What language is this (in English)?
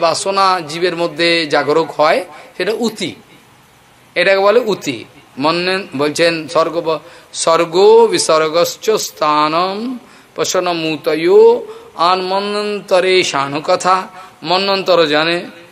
Bangla